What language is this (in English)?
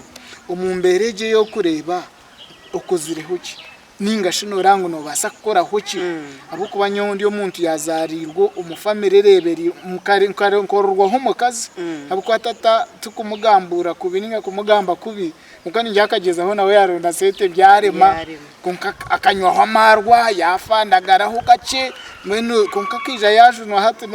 Nyankole